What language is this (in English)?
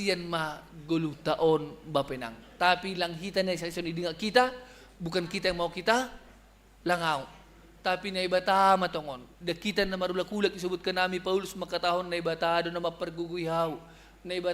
Batak Simalungun